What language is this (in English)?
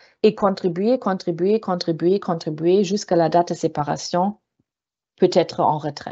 French